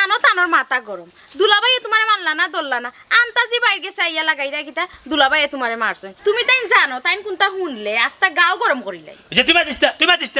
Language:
Sylheti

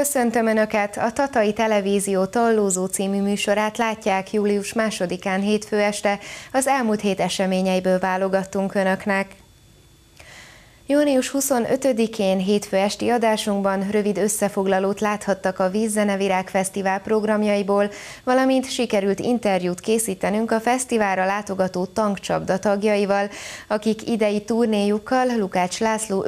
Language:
Hungarian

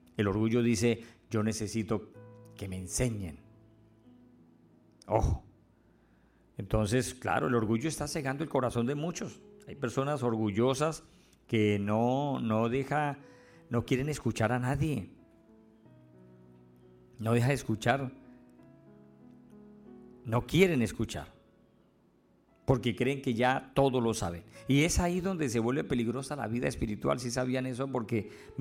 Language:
Spanish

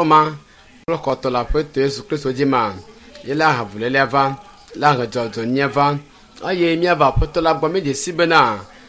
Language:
Ewe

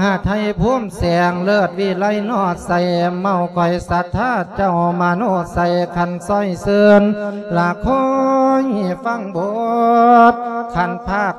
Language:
Lao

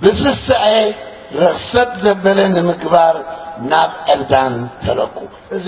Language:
Tigrinya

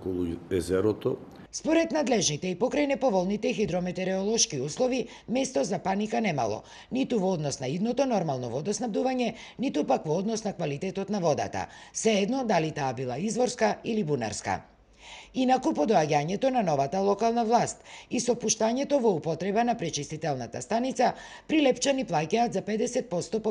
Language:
Macedonian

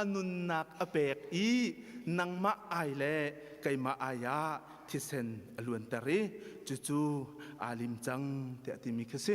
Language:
Hakha Chin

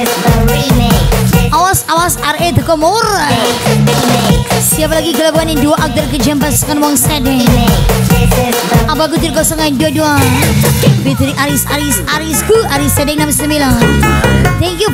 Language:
Malay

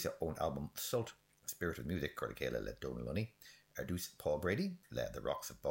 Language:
Irish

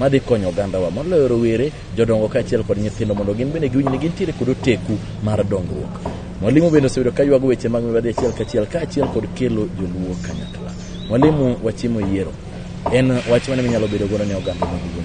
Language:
Luo (Kenya and Tanzania)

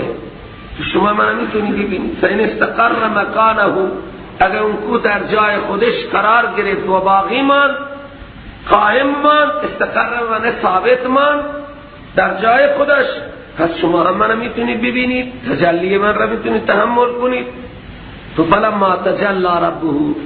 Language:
Persian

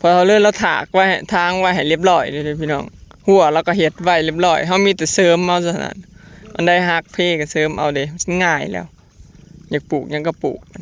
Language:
Northeastern Thai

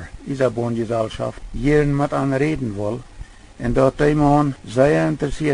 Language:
Plautdietsch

